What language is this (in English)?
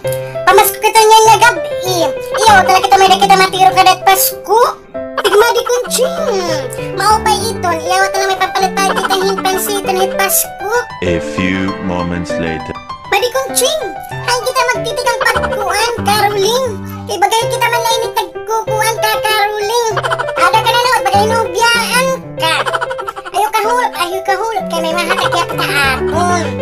Waray